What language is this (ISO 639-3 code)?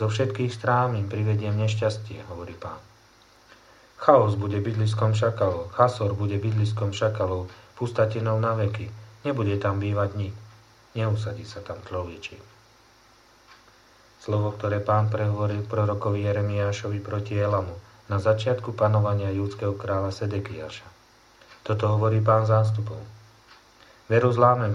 slk